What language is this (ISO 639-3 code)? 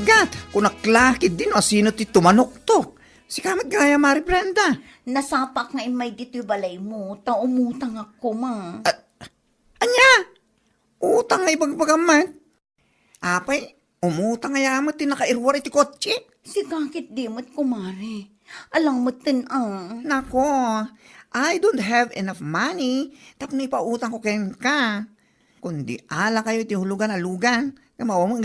ilo